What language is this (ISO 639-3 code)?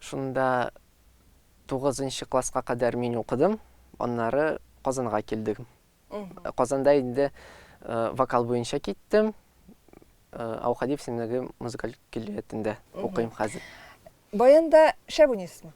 tat